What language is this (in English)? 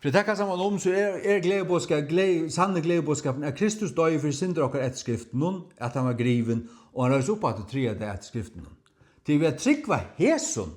Faroese